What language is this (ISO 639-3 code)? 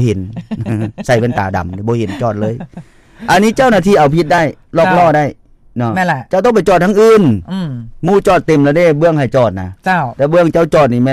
lao